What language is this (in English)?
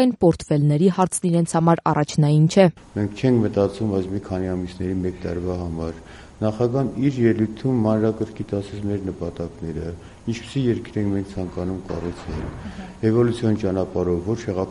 Armenian